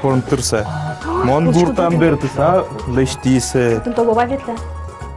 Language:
Udmurt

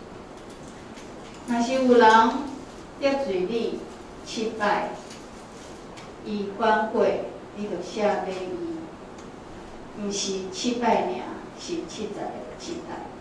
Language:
Min Nan Chinese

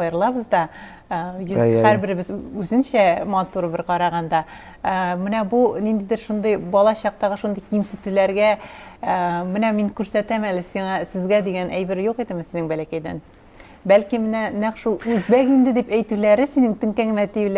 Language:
Tatar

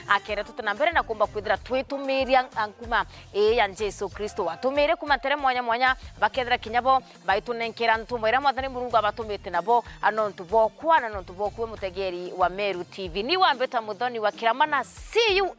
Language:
Meru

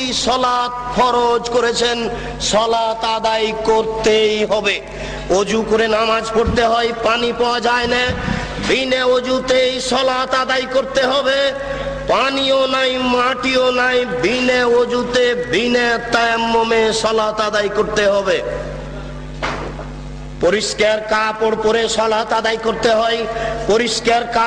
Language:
Bangla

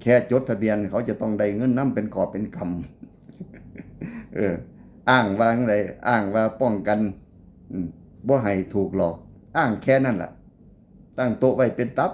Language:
Northeastern Thai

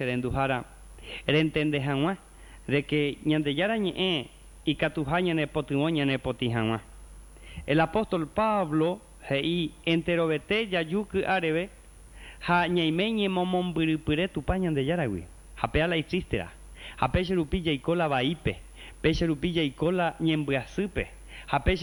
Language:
Guarani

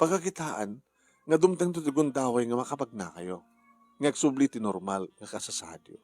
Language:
Iloko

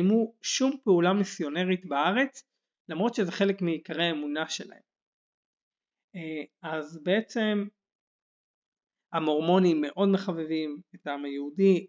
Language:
Hebrew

